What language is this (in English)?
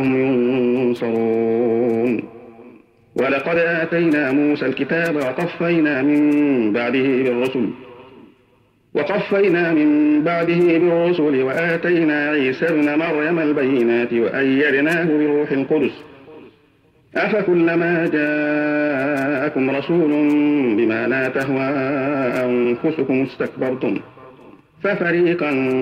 Arabic